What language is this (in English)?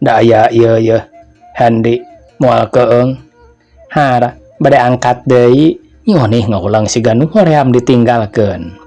Sundanese